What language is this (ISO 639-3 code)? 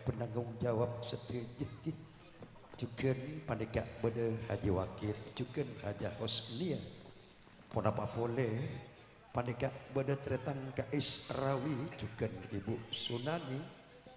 mad